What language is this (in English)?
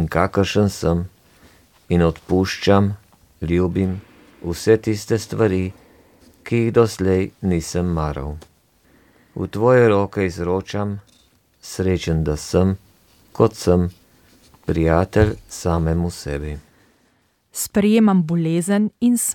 Slovenian